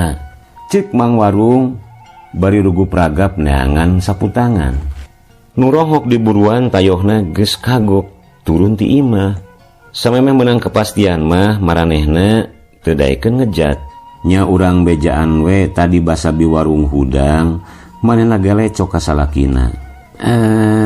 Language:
Sundanese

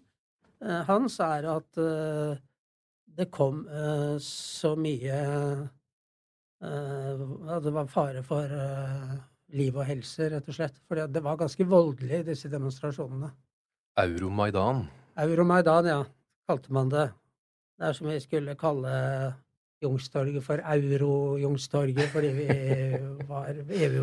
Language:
Norwegian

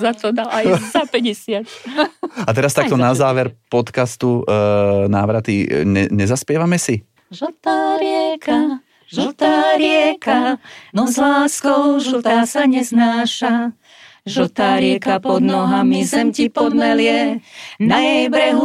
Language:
Slovak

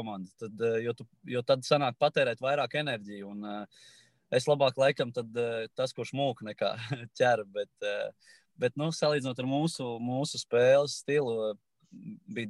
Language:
Latvian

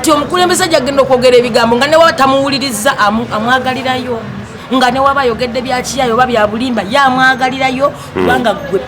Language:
Ganda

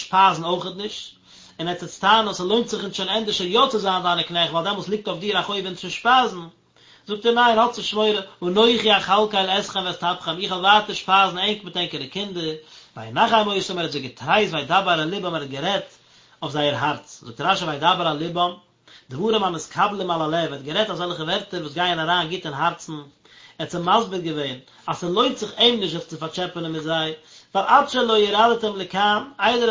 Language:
Yiddish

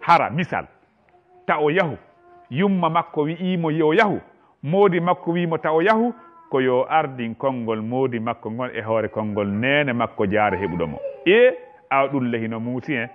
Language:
Fula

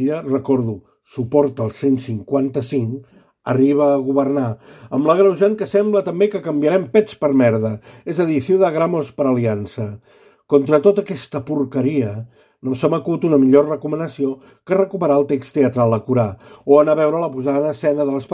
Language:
Catalan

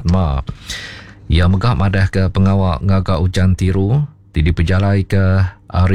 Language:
Iban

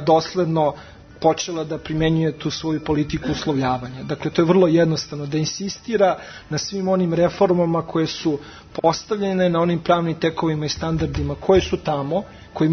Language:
Serbian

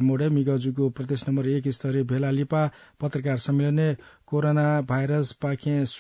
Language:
Newari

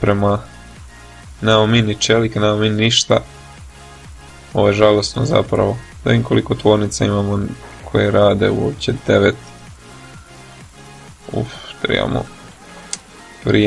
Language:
Croatian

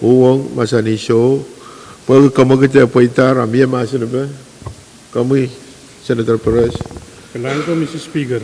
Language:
Pohnpeian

